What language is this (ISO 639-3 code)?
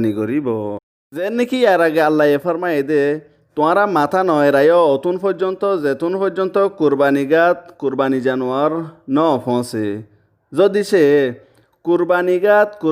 rhg